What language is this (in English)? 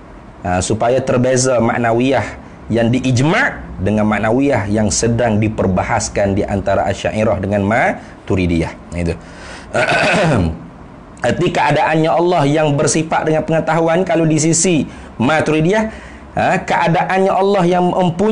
Malay